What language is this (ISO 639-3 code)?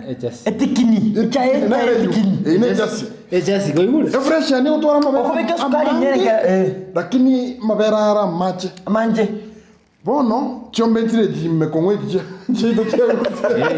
guz